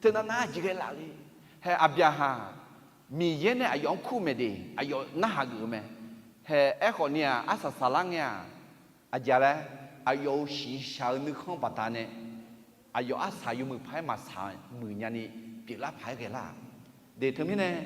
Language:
Akha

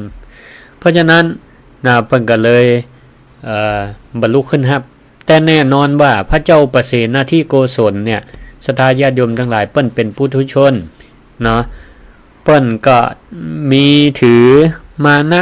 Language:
Northern Thai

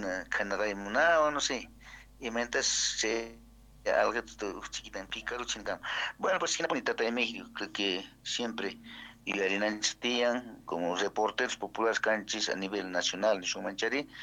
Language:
South Bolivian Quechua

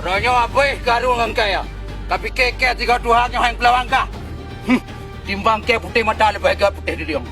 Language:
Achinese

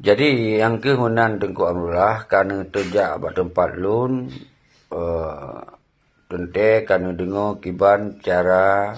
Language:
Achinese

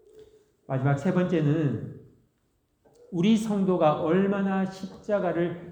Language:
Korean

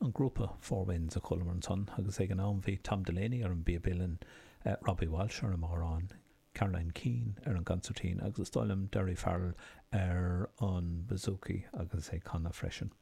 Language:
Irish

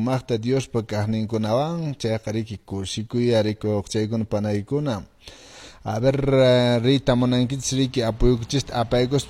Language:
Quechua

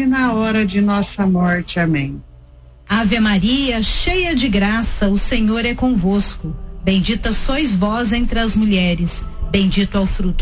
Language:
Portuguese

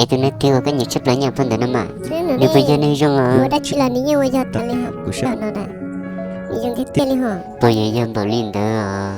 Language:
Hmong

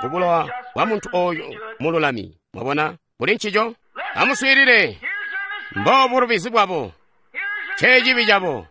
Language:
Tonga (Zambia)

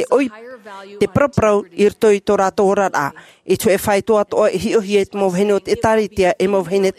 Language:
Tahitian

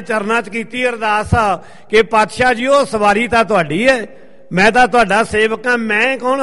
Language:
Punjabi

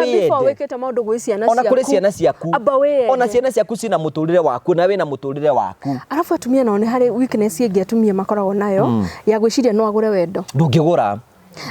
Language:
Kikuyu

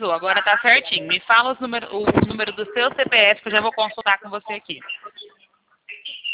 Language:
Portuguese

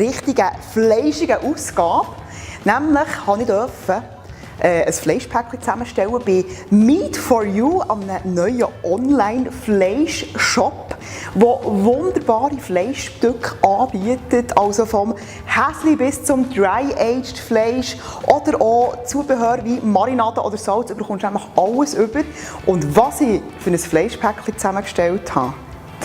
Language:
Swiss German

